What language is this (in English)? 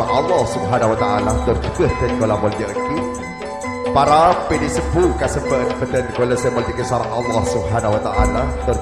Madurese